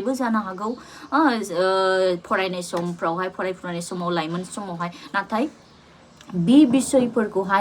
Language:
Bodo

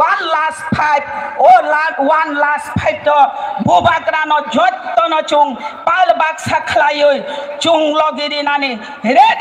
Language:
Kok Borok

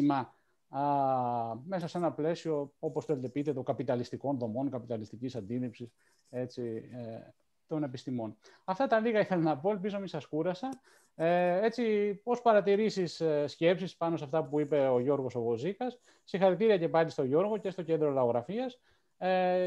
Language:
Greek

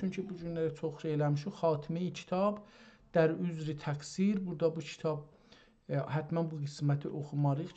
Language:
South Azerbaijani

